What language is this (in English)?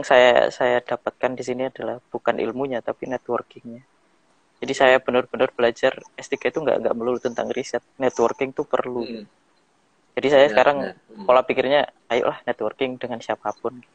Indonesian